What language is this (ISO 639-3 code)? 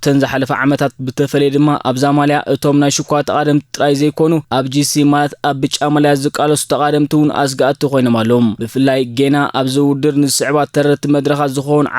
tir